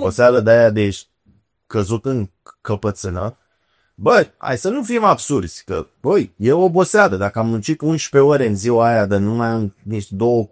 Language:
Romanian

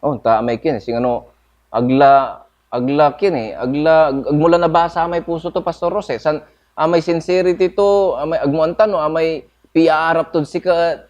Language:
Pangasinan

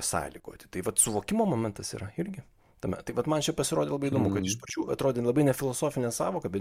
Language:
Lithuanian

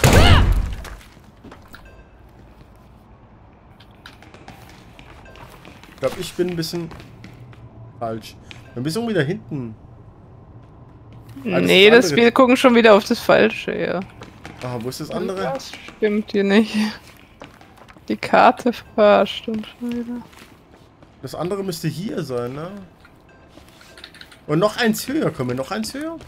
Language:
German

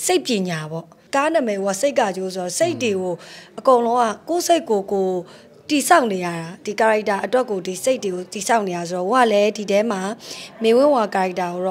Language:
Burmese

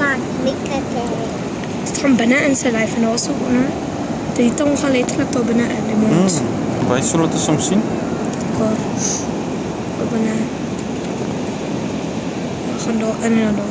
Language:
Afrikaans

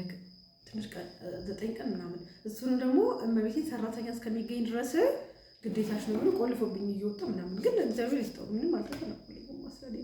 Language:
Amharic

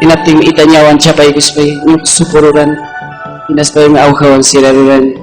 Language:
Ayacucho Quechua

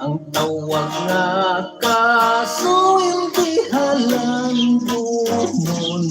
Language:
Hiligaynon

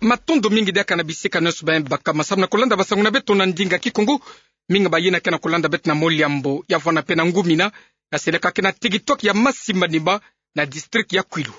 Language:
Kituba (Democratic Republic of Congo)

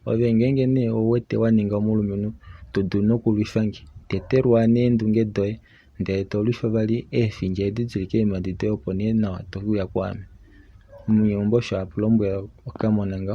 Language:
Kuanyama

